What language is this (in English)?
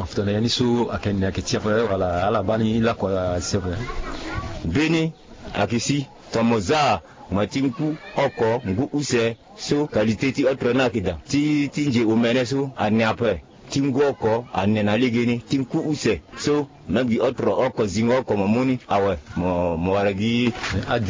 Sango